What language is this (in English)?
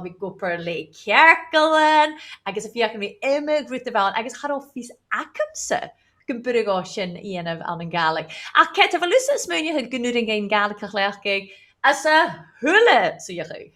Scottish Gaelic